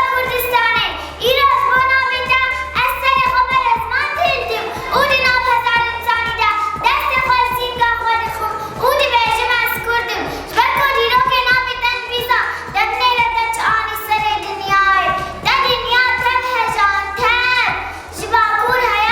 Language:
Kurdish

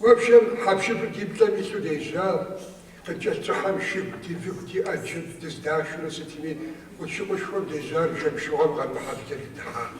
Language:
Kabardian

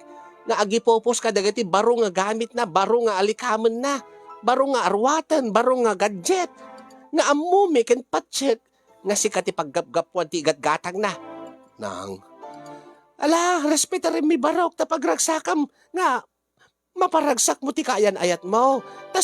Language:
Iloko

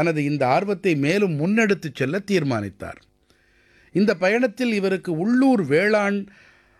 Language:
Tamil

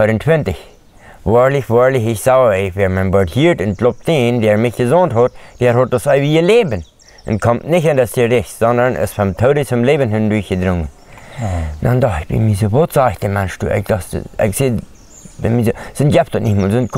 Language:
Plautdietsch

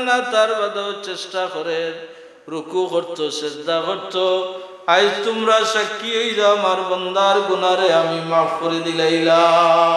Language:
Sylheti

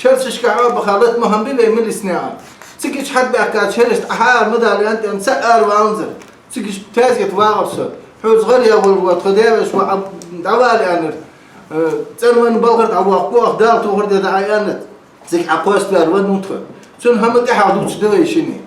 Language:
Ingush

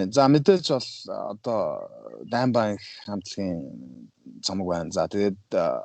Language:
Mongolian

